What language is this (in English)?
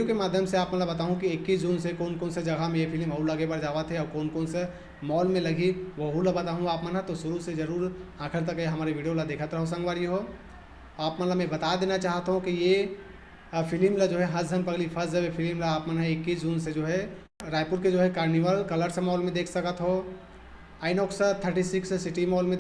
Chhattisgarhi